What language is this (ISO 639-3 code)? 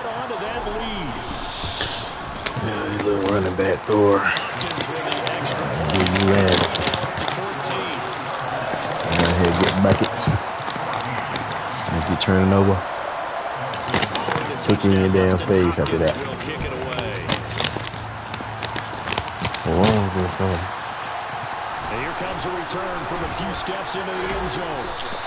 eng